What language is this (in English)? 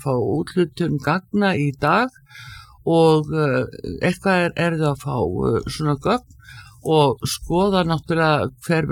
Icelandic